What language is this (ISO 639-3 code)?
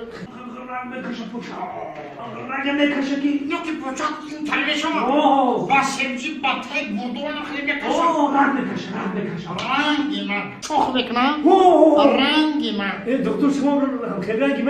tgk